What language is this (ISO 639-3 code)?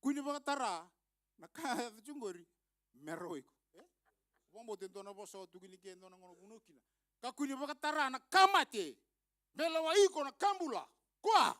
fij